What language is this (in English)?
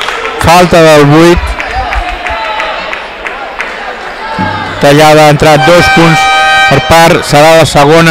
Catalan